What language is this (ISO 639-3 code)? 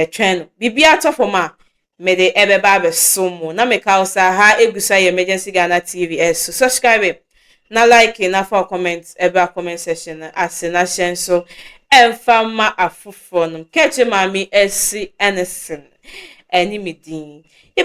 aka